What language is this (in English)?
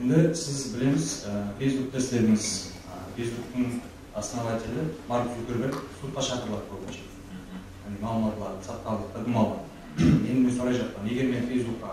Kara-Kalpak